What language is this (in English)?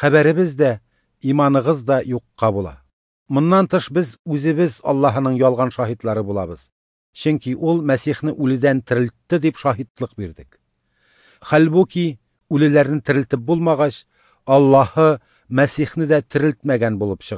Tatar